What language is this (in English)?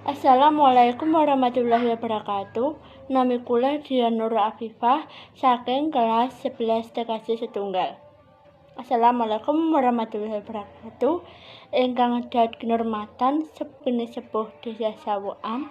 Javanese